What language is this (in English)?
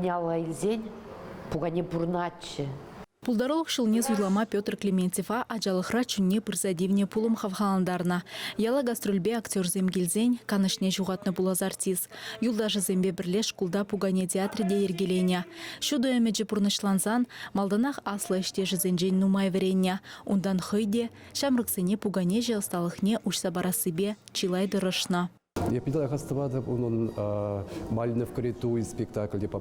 Chuvash